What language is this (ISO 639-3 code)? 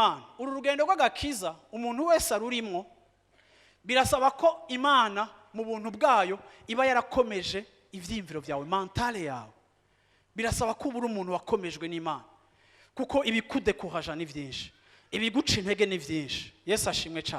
run